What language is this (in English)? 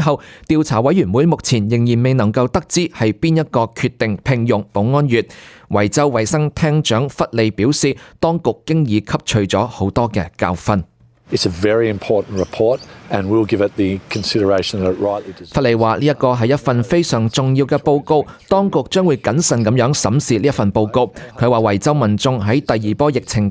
Cantonese